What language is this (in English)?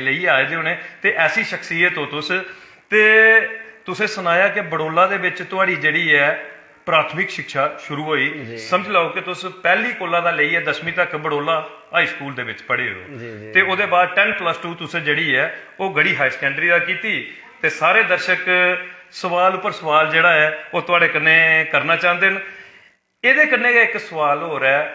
Dogri